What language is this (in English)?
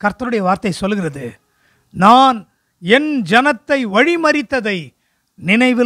Tamil